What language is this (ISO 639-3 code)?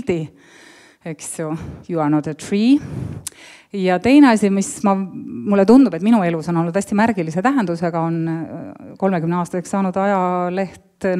est